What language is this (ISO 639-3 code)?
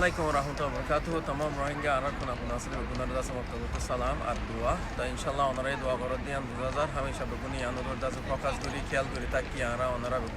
rhg